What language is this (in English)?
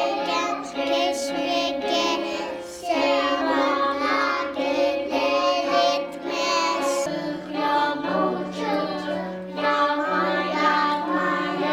Crimean Tatar